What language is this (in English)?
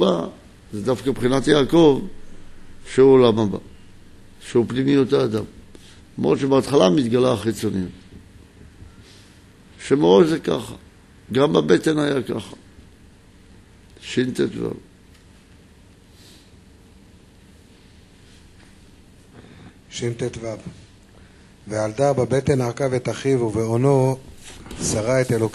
Hebrew